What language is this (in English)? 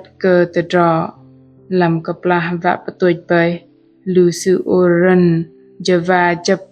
Bahnar